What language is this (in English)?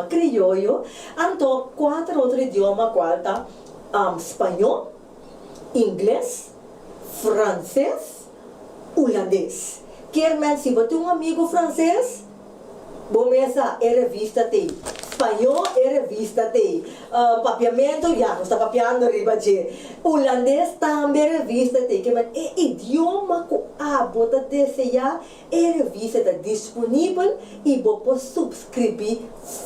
Papiamento